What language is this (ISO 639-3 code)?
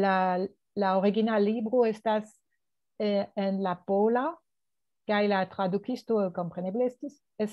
epo